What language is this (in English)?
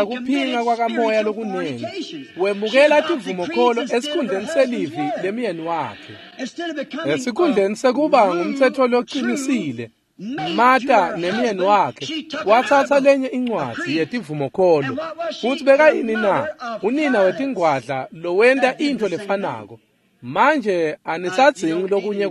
Swati